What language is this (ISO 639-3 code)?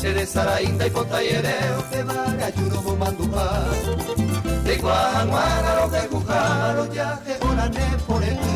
grn